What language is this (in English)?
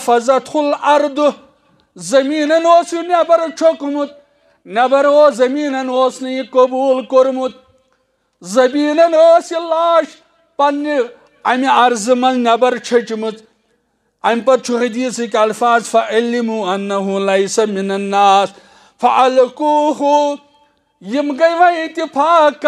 Kashmiri